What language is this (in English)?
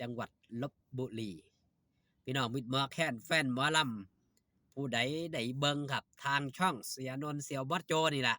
Northeastern Thai